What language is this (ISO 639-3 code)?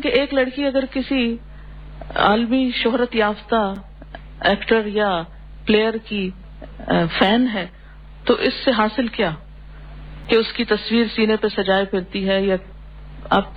urd